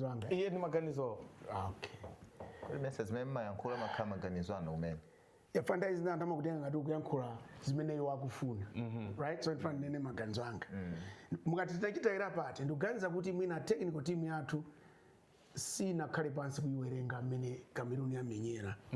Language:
Nyanja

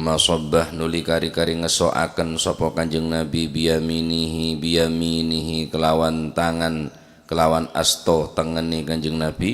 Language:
Madurese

